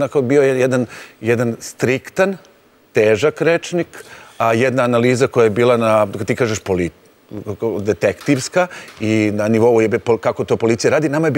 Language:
Serbian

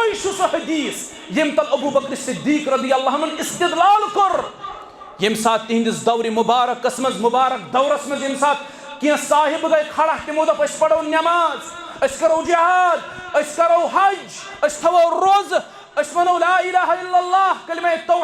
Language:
Kashmiri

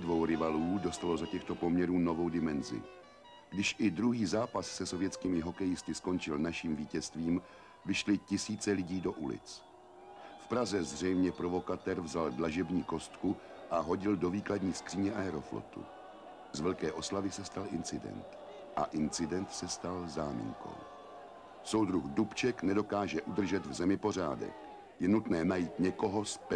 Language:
Czech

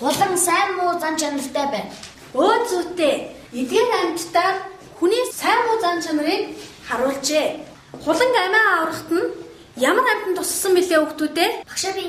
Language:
Mongolian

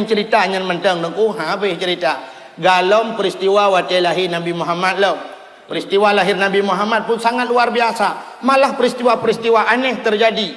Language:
Achinese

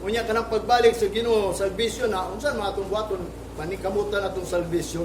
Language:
Cebuano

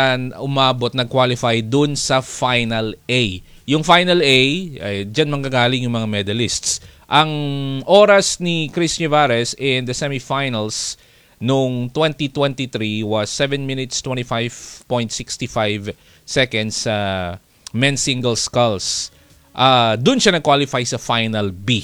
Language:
Filipino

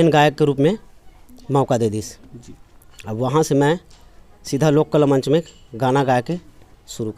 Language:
Chhattisgarhi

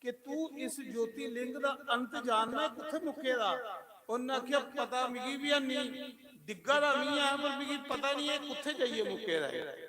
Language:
Dogri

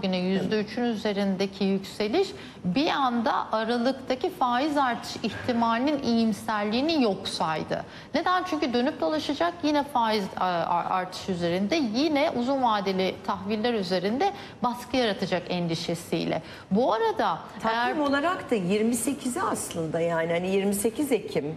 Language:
Turkish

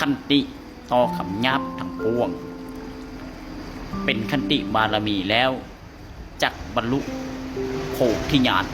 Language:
Lao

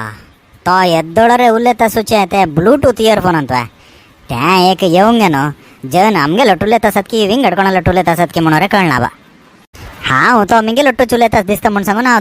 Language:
Konkani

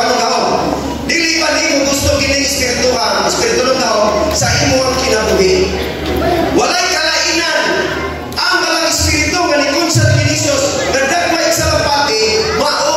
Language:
Cebuano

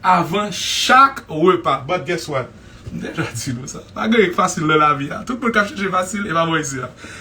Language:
Haitian Creole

